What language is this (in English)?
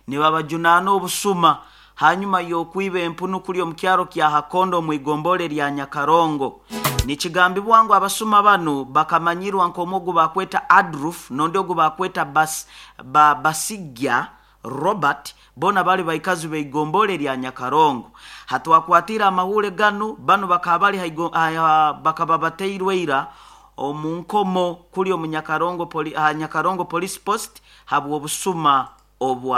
Nyoro